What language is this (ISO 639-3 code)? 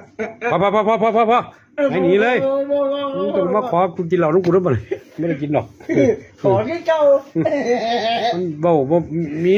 lao